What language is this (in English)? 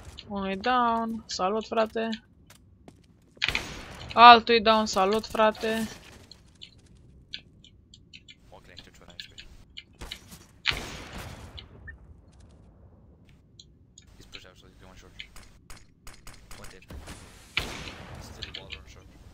Romanian